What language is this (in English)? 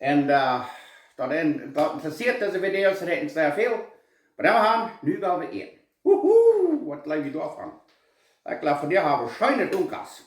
Plautdietsch